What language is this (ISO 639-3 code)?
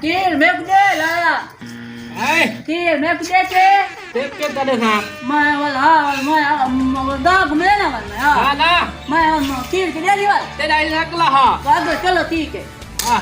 skr